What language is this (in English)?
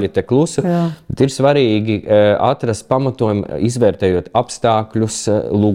Latvian